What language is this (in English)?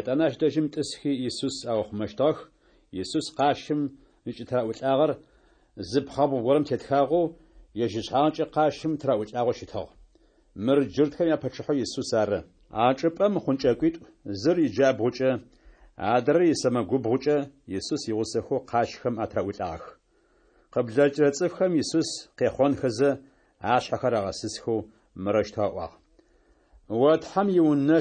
Adyghe